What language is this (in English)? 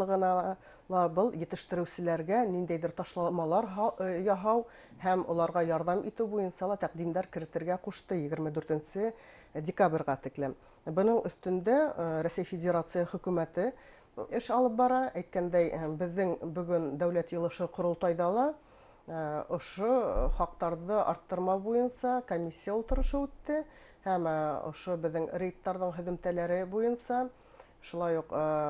Bashkir